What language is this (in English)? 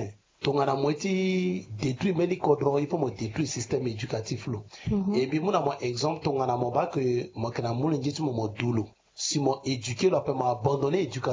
Sango